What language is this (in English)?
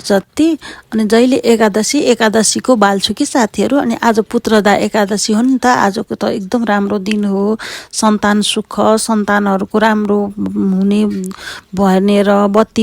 Nepali